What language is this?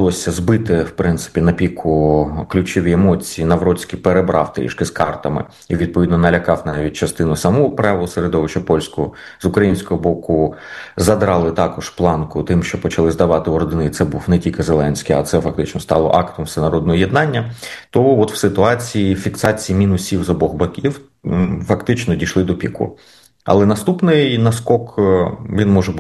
Ukrainian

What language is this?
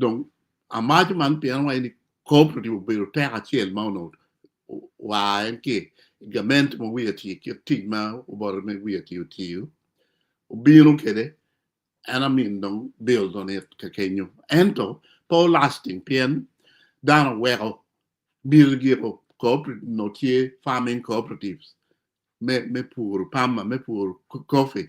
Acoli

